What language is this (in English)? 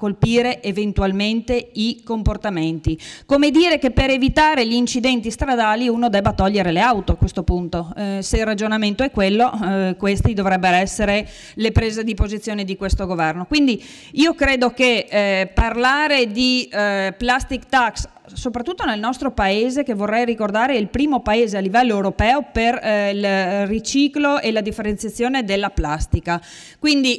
Italian